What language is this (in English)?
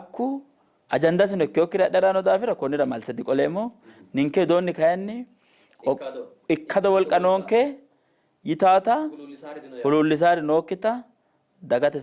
Sidamo